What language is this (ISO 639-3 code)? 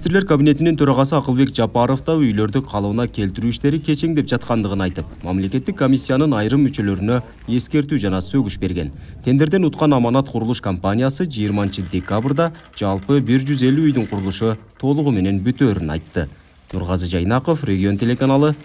kir